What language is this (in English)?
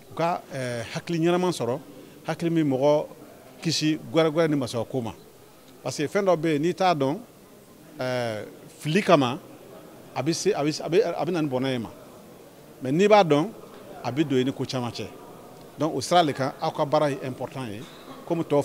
Bambara